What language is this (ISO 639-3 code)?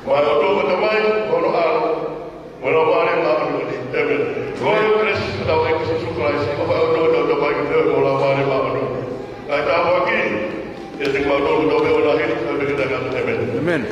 ton